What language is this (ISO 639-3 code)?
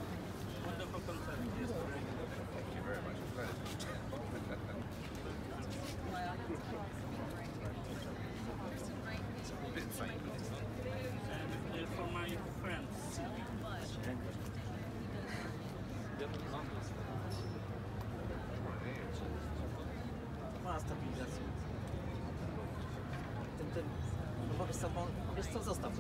pol